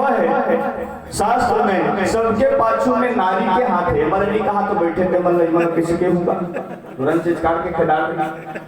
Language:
Chhattisgarhi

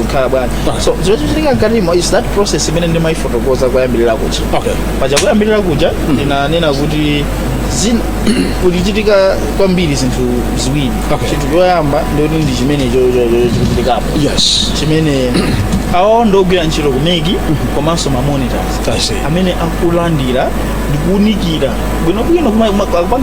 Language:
Nyanja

